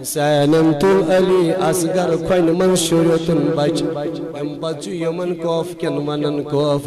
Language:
Kashmiri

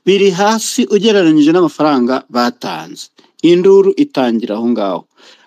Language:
Kinyarwanda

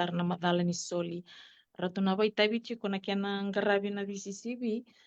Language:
Fijian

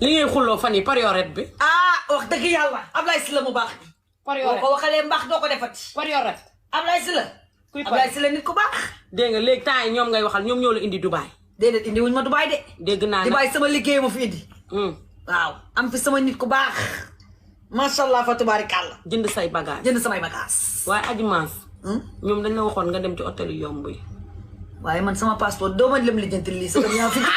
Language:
Wolof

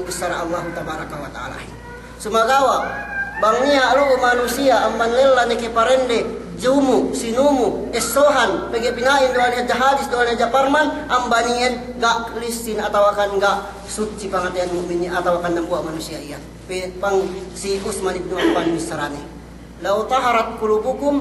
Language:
Yakan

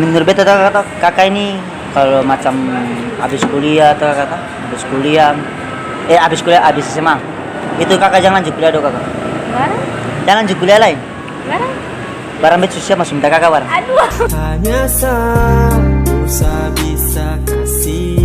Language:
Ambonese Malay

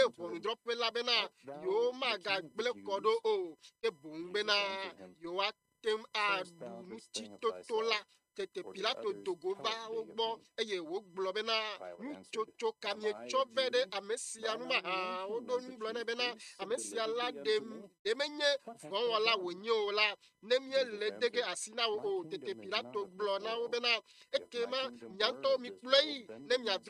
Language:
Ewe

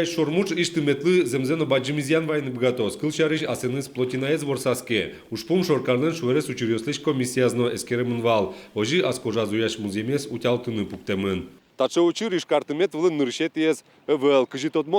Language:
Udmurt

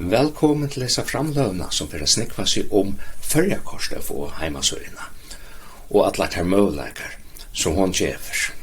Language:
Faroese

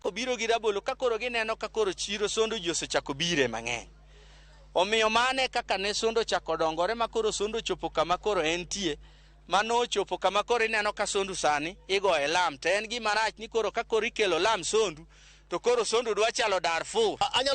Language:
Luo (Kenya and Tanzania)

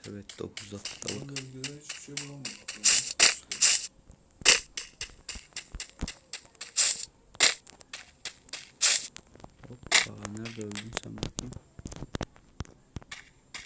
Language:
Turkish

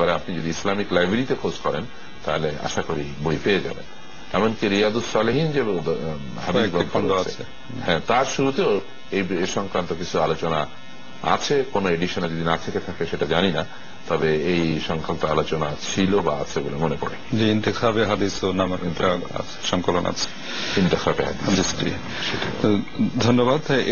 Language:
Bangla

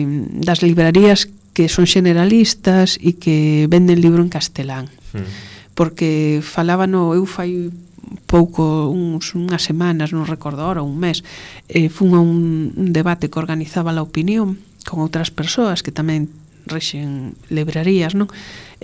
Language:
Galician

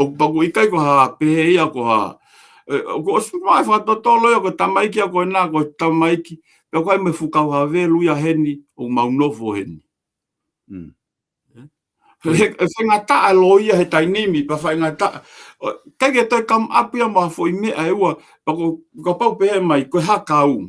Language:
Tongan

